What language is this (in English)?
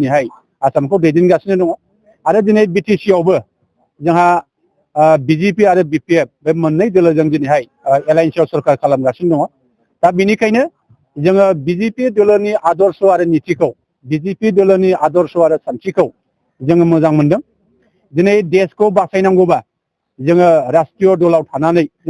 Bodo